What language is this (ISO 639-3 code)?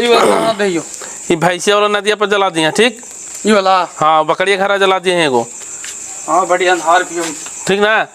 mag